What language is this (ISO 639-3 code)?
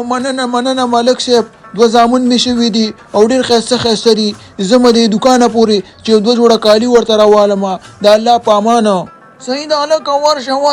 pus